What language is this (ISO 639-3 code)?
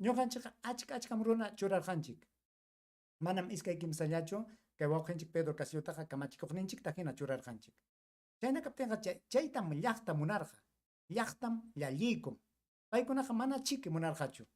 quy